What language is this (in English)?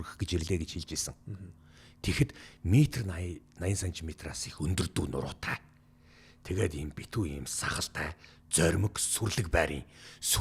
Mongolian